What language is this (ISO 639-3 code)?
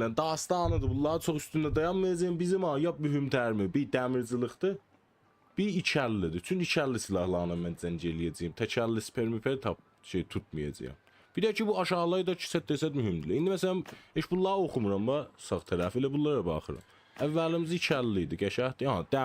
azb